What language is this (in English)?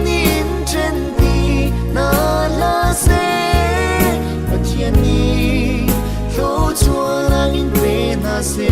Hakha Chin